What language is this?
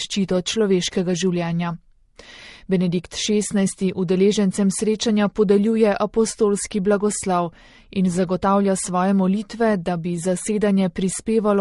Slovenian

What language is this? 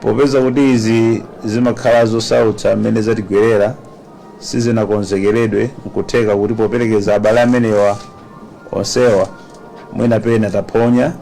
Nyanja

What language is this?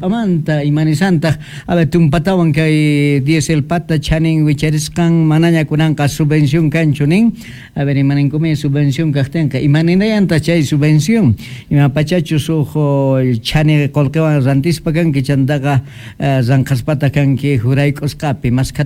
Quechua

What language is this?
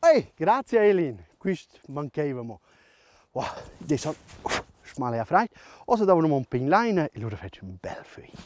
Romansh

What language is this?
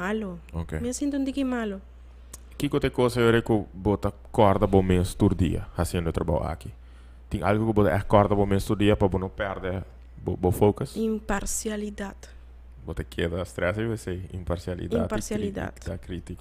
Papiamento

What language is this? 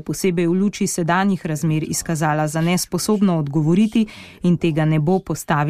Slovenian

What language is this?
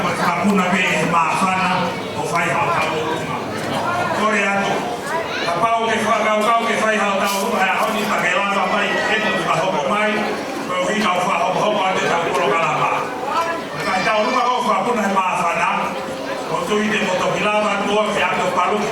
Tongan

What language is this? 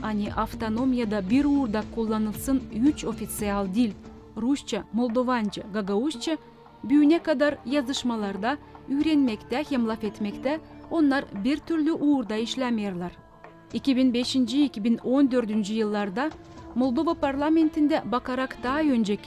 Gagauz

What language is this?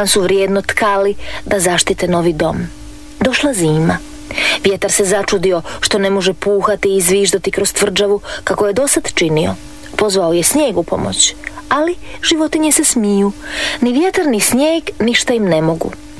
Croatian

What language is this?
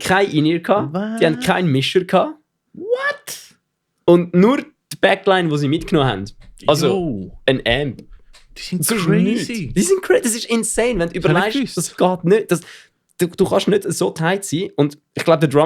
Swiss German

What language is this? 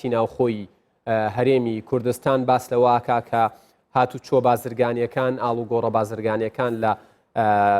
Central Kurdish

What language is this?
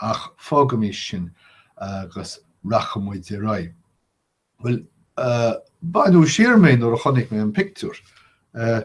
Irish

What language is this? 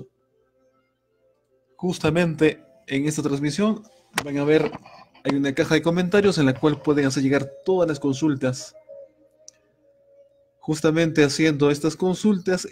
Spanish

